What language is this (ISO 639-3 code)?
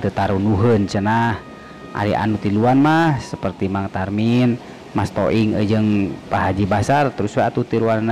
sun